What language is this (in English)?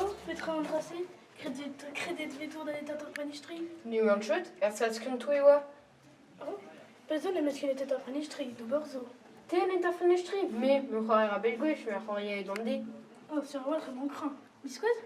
Breton